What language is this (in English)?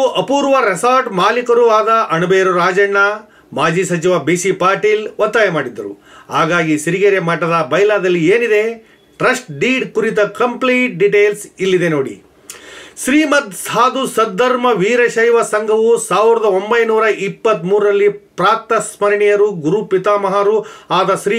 Kannada